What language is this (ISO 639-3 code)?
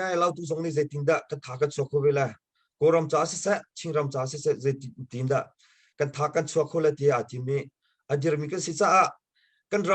cnh